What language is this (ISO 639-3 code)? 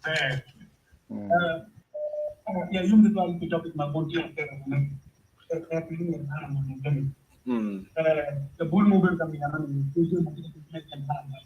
ach